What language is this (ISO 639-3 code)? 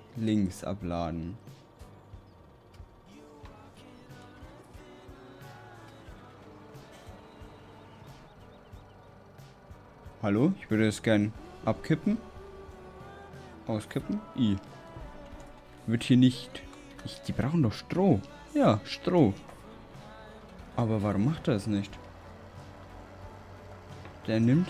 deu